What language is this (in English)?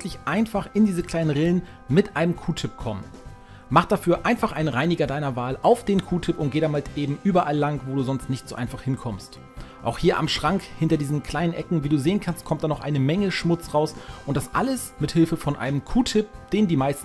German